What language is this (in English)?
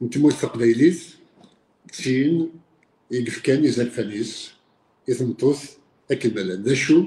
Kabyle